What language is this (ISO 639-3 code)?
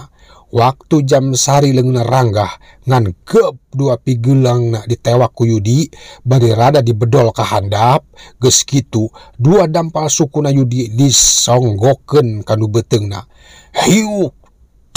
sun